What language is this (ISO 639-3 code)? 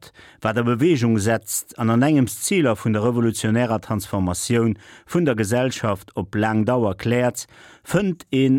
ltz